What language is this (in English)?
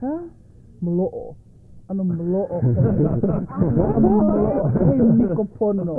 Hawaiian